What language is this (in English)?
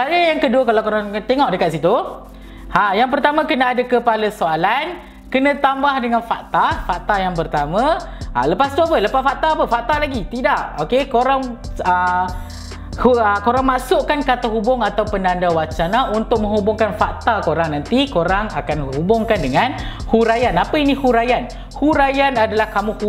Malay